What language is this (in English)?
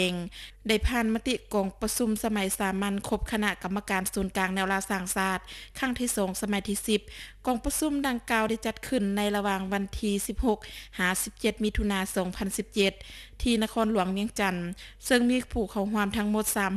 Lao